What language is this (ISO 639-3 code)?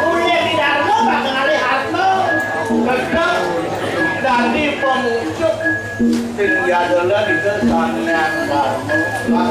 ban